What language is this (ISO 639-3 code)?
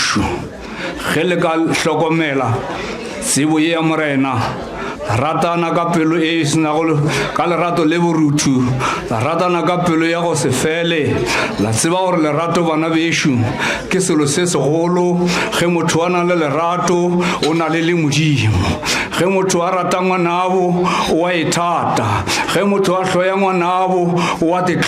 nso